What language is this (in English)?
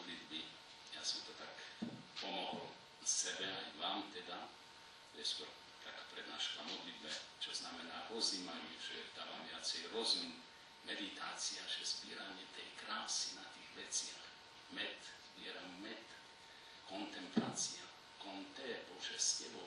Slovak